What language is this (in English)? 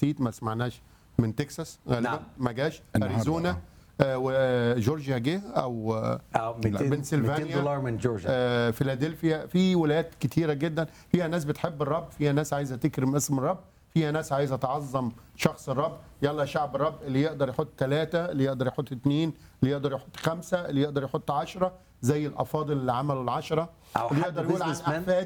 Egyptian Arabic